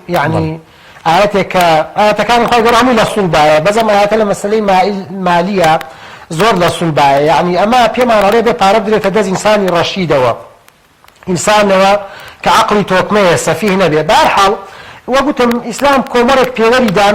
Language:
Central Kurdish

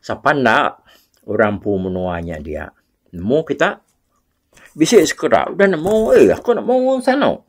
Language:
Iban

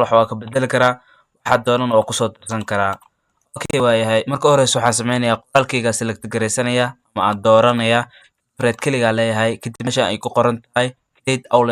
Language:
Somali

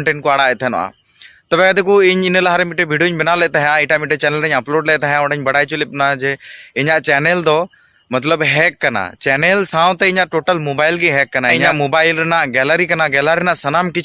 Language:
Santali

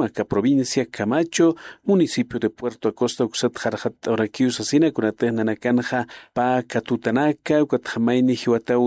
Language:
Aymara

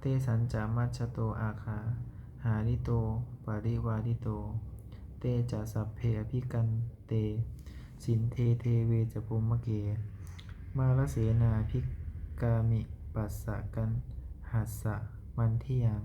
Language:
Pali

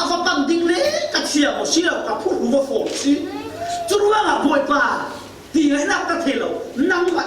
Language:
Falam Chin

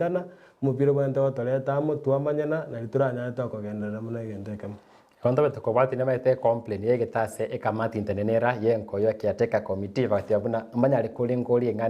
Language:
Gusii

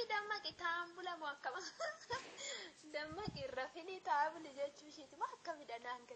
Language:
Oromo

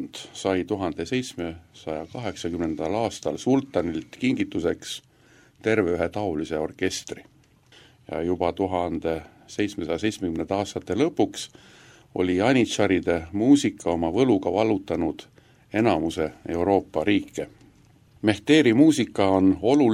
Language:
Estonian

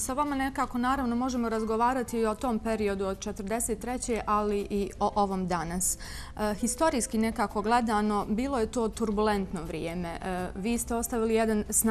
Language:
Bosnian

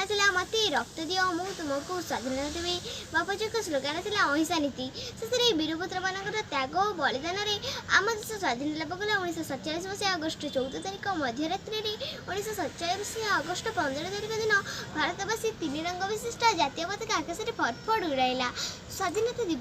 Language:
Odia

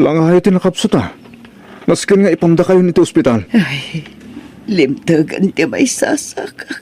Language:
Iloko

